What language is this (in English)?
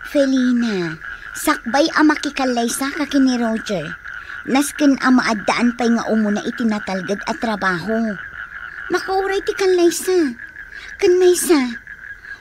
Iloko